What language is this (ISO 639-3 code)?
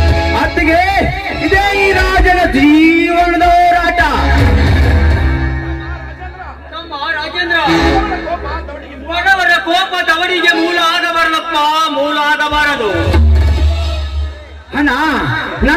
kan